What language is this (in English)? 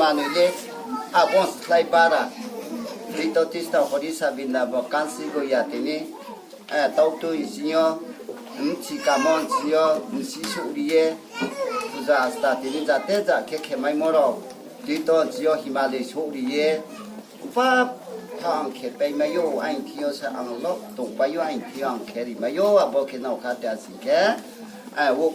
Riang (India)